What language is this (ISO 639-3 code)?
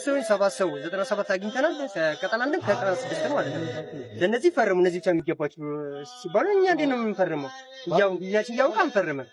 amh